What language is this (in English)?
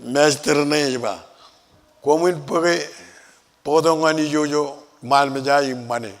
Marshallese